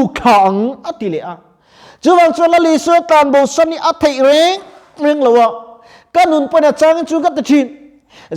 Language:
Mizo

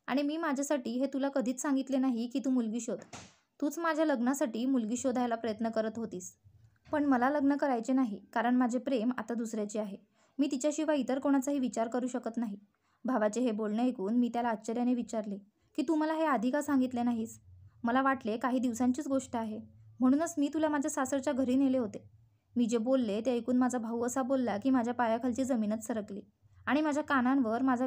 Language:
Marathi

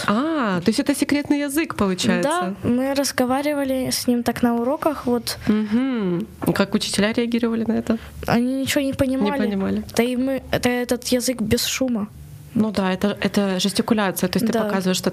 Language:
Russian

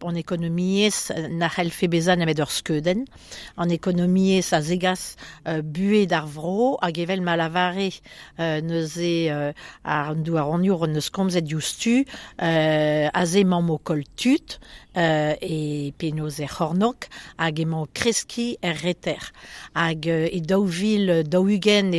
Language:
Breton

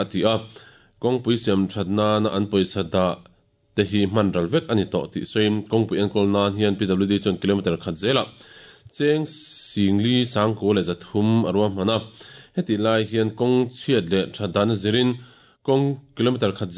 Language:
Mizo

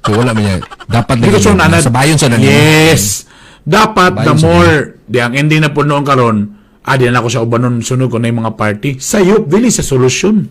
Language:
Cebuano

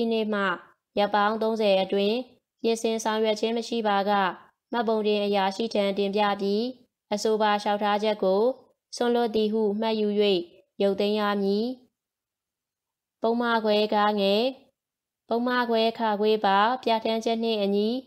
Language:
Burmese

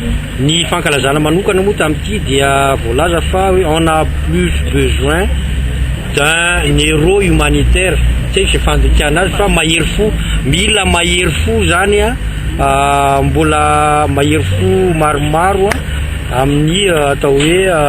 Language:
Malagasy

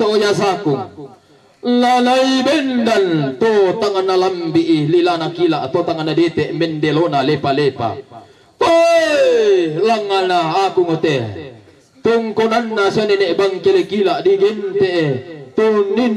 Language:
Toraja-Sa'dan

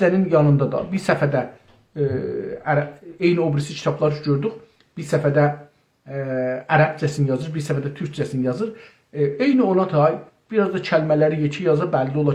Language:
South Azerbaijani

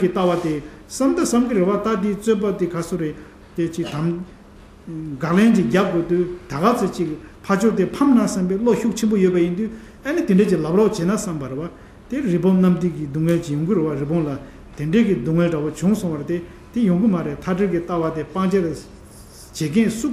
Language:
Tibetan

